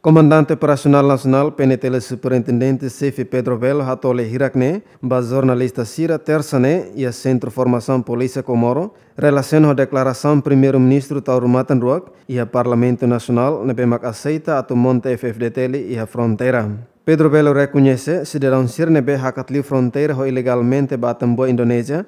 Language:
Tetum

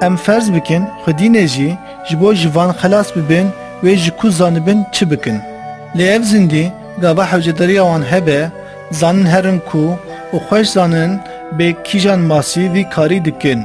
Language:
Kurdish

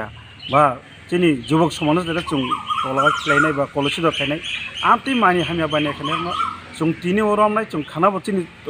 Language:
Kok Borok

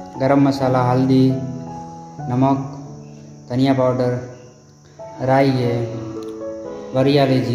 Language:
Hindi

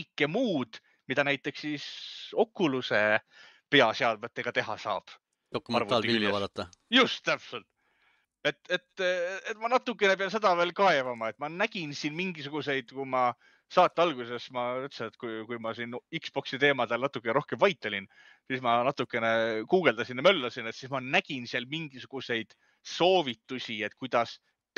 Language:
Estonian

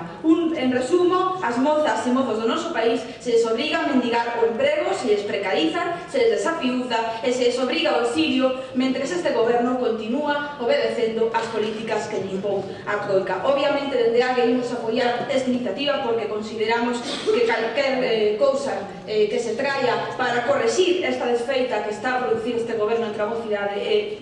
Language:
Galician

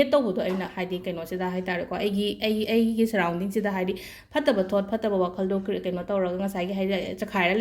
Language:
Manipuri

